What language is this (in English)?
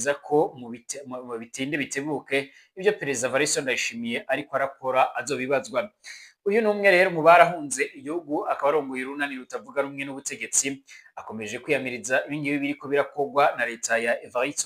Rundi